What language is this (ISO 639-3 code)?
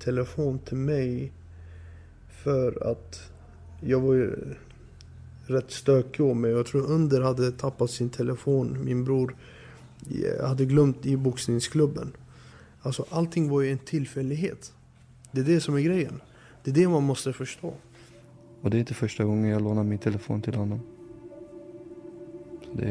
swe